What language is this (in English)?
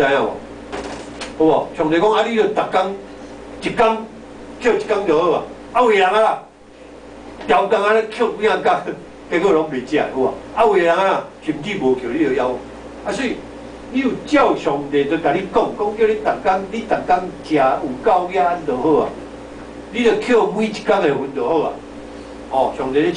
Min Nan Chinese